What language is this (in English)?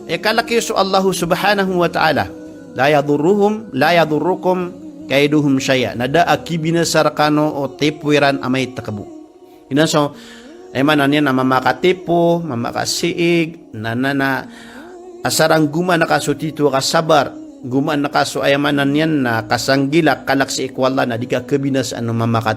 Maranao